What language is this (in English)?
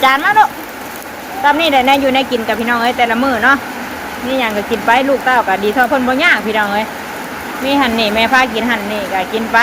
Northeastern Thai